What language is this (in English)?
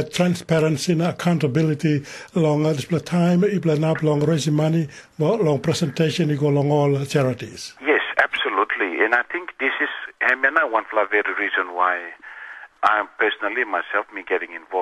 Tok Pisin